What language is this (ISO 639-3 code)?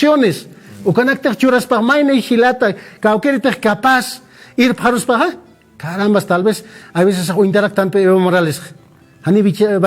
aym